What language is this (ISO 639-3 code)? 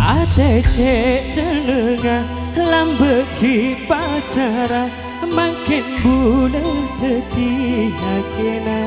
mad